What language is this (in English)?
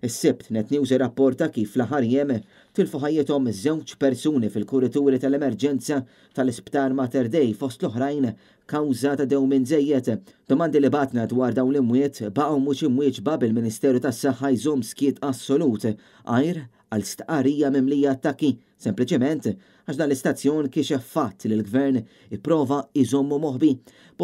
Maltese